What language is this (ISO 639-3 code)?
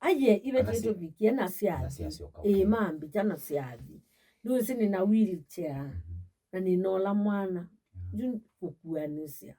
kam